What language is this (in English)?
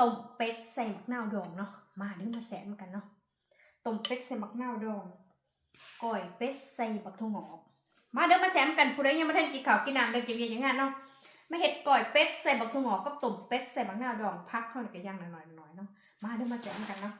Northeastern Thai